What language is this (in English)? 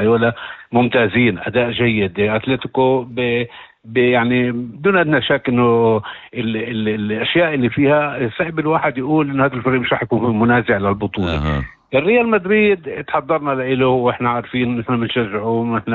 North Levantine Arabic